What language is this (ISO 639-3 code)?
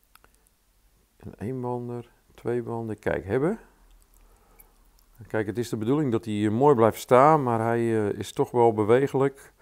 nld